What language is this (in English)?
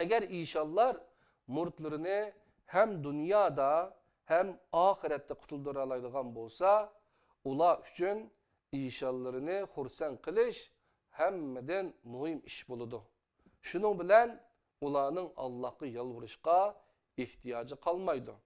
Uyghur